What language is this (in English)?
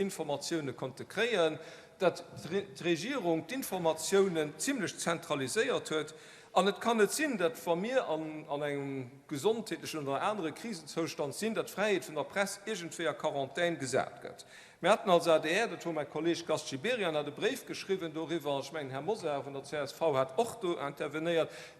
Luxembourgish